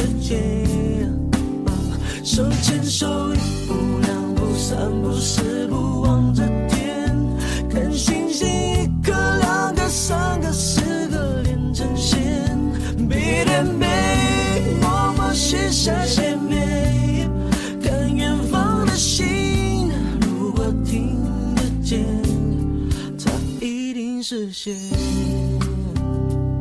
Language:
Chinese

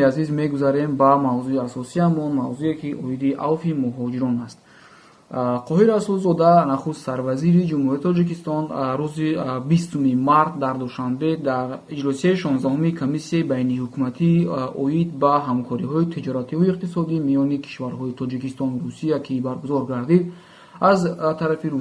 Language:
Tajik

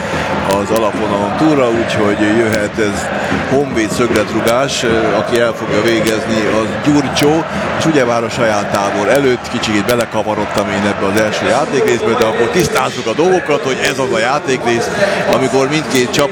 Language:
Hungarian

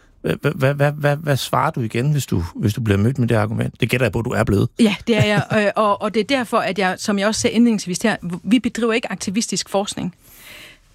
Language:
Danish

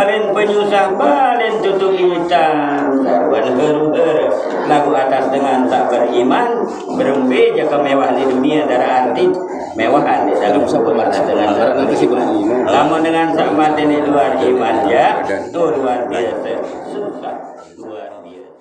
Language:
Sasak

